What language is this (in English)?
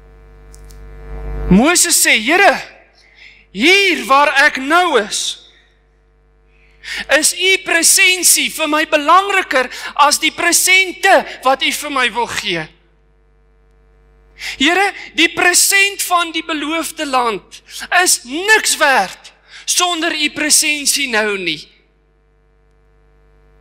Afrikaans